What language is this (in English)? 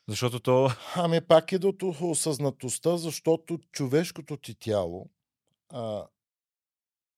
Bulgarian